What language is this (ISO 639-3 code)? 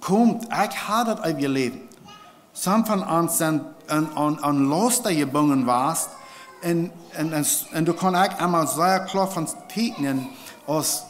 pdt